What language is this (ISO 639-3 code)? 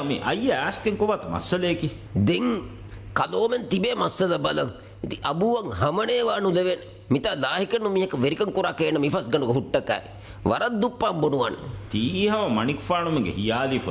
div